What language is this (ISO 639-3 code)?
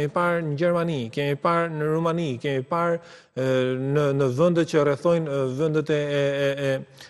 sqi